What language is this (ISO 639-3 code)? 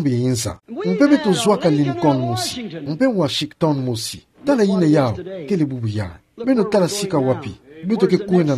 ktu